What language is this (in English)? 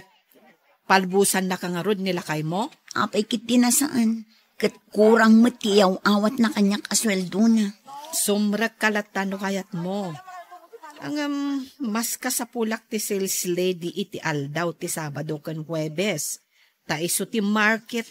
Iloko